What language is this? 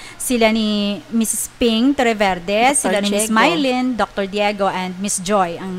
Hiligaynon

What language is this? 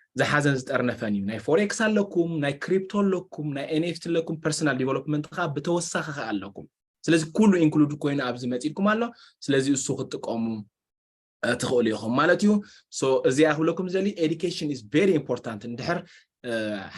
Tigrinya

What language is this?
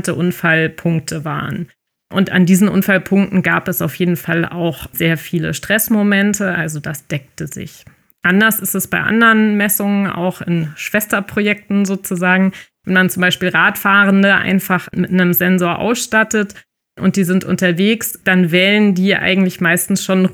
German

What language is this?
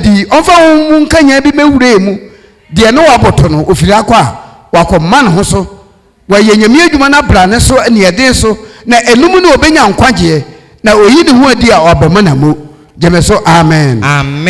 Akan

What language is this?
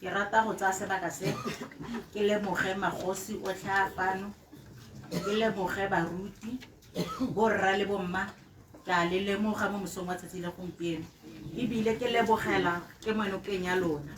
Tswana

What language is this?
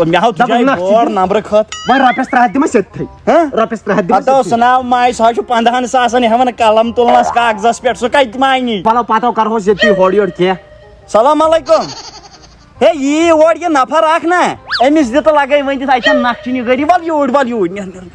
Kashmiri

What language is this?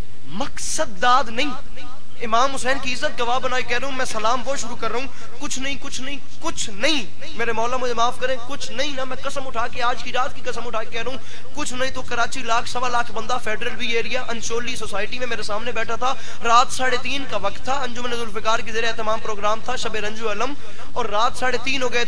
Urdu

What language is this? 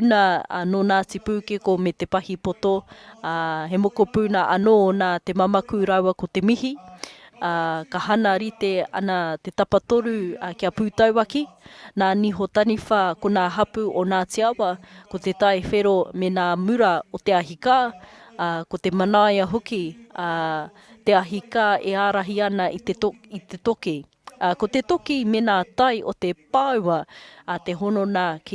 Māori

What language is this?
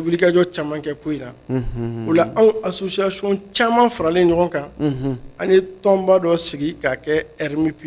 Bambara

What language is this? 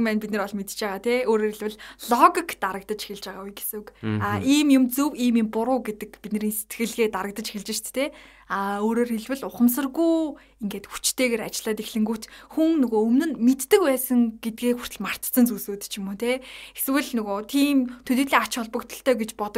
Mongolian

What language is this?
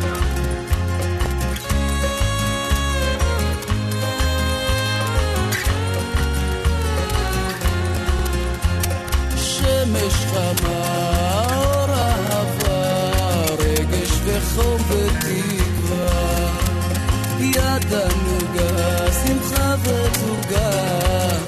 Hebrew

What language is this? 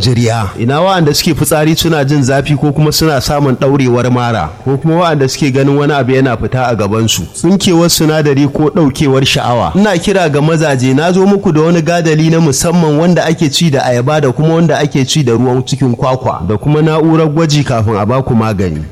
Hausa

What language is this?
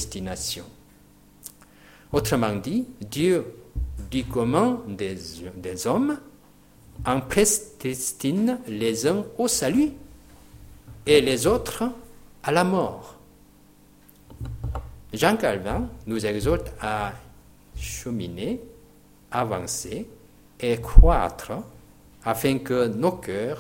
French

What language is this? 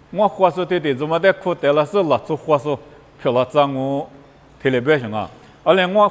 Lisu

